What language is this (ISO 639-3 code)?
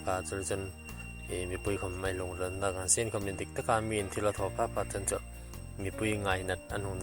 hmr